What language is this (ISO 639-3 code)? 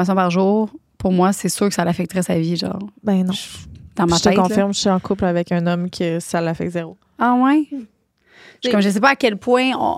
fra